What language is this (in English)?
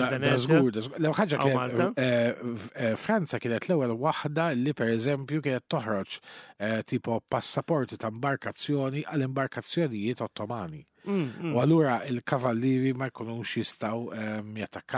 Maltese